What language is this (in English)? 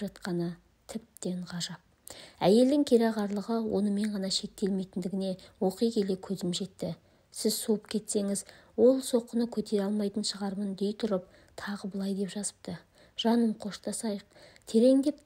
Kazakh